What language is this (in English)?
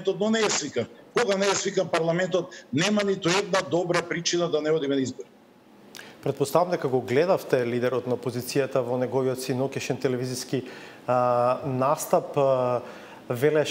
Macedonian